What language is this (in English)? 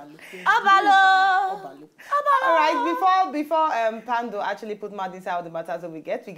Nigerian Pidgin